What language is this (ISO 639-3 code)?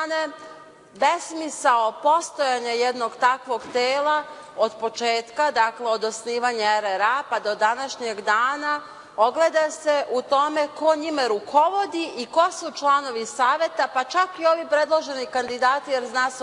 srp